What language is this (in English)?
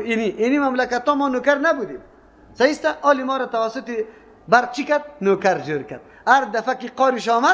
Persian